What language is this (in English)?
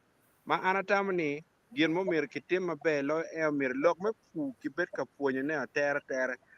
Acoli